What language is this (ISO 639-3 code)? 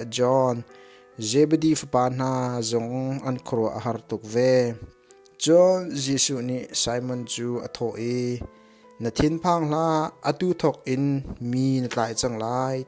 cnh